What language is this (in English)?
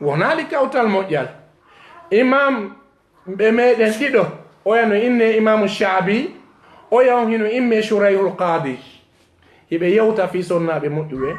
Fula